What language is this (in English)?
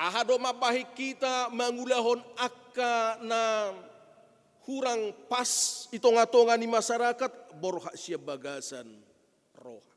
Batak Toba